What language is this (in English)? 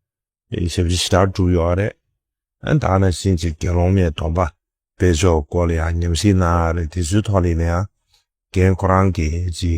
Tibetan